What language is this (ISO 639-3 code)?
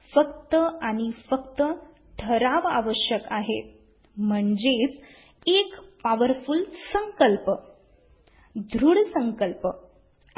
mar